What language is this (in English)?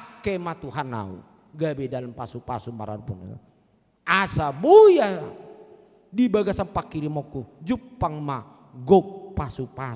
Batak Toba